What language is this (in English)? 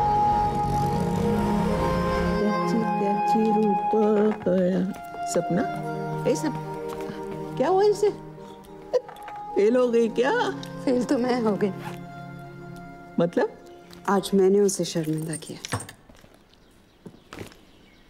Hindi